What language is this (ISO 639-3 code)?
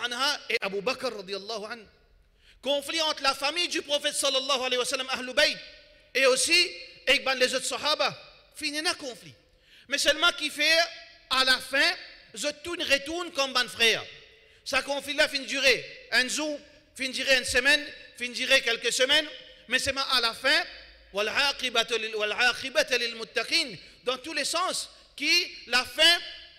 fra